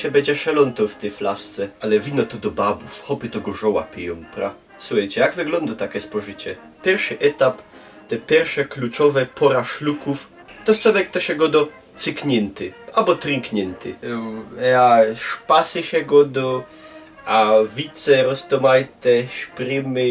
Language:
Silesian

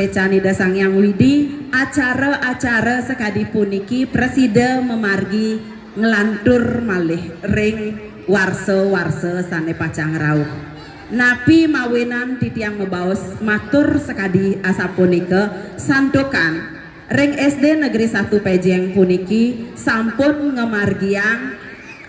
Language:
Balinese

